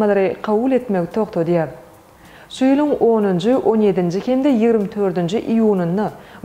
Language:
Turkmen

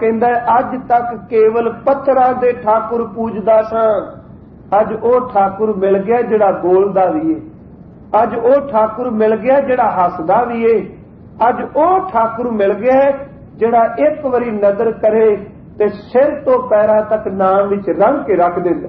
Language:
Punjabi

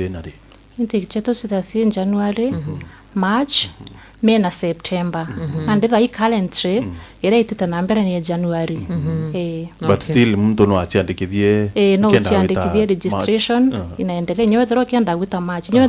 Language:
Meru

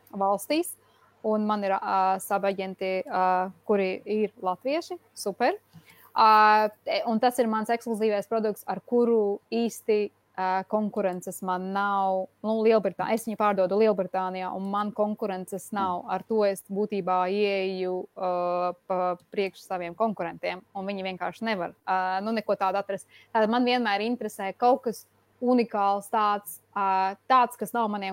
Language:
Latvian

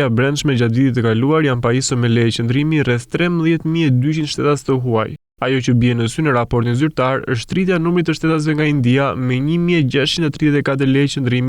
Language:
Albanian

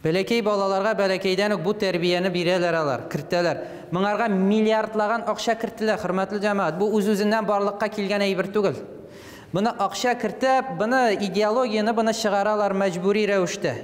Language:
Tatar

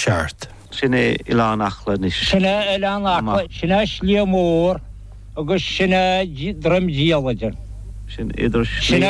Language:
Irish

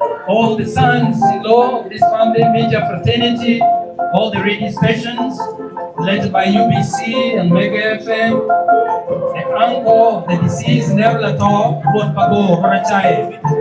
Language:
Acoli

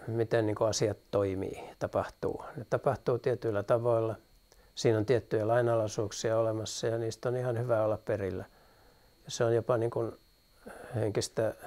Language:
Finnish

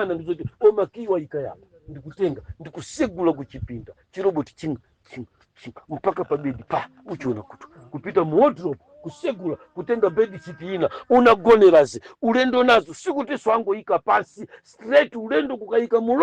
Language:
Nyanja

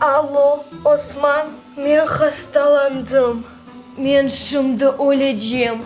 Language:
Crimean Tatar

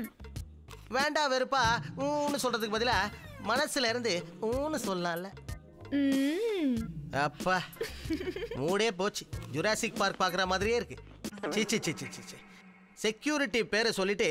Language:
Tamil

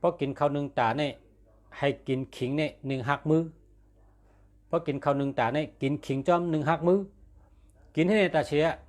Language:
Shan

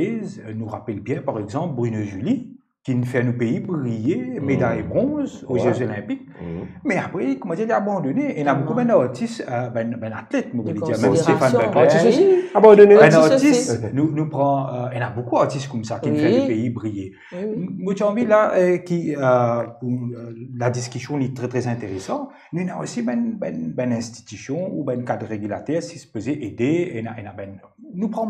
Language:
Morisyen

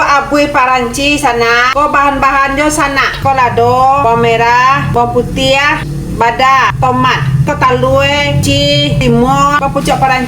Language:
Minangkabau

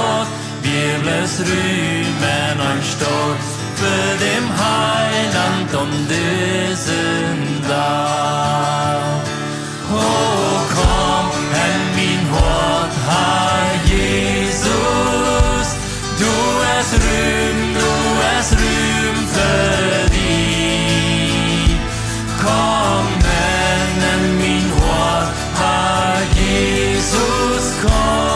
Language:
Plautdietsch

